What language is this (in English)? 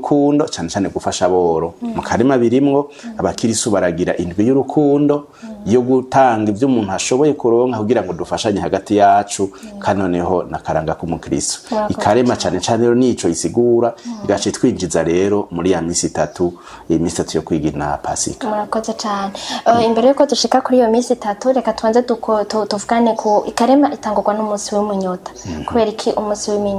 Rundi